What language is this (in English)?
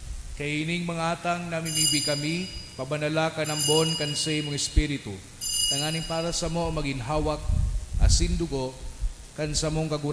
Bikol